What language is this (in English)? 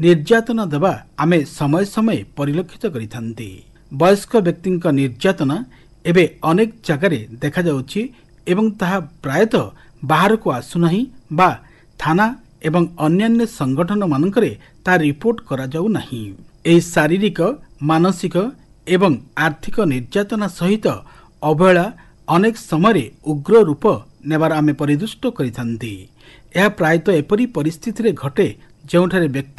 Odia